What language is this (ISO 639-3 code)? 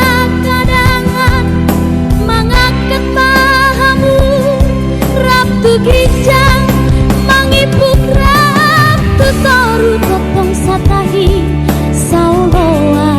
bbc